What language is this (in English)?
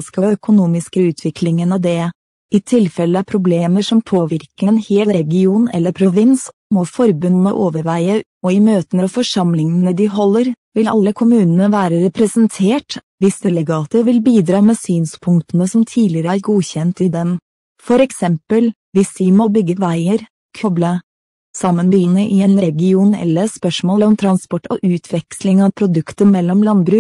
Norwegian